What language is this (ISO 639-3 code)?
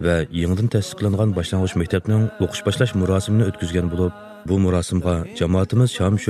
uig